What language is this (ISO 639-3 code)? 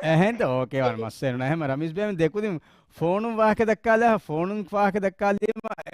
div